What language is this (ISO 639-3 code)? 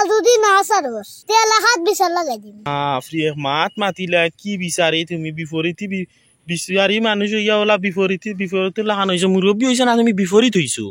syl